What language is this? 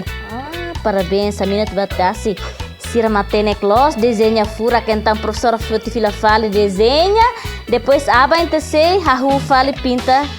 Tetum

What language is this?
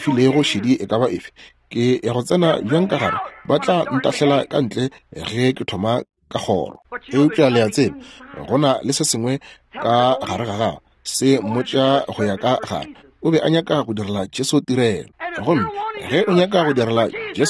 Northern Sotho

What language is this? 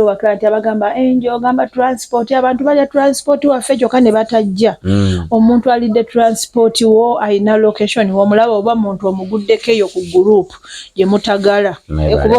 Ganda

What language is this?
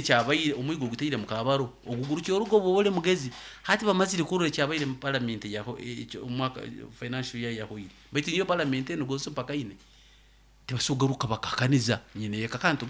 Nyoro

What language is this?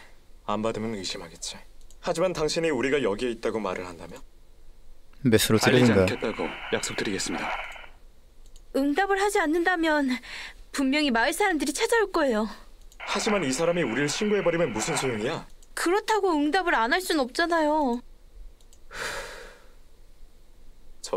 Korean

